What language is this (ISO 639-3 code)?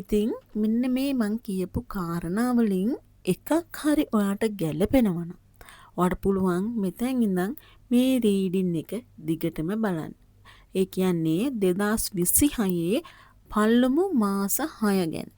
sin